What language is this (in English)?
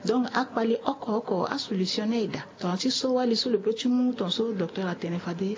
Sango